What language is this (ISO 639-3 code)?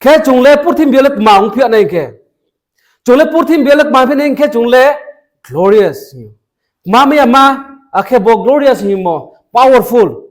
ria